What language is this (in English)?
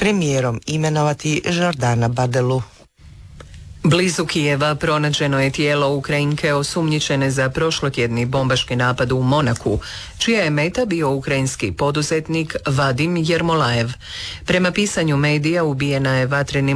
Croatian